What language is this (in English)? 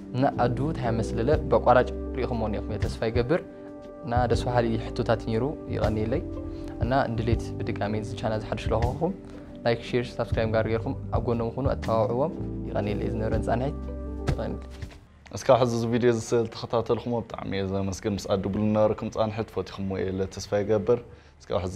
Tigrinya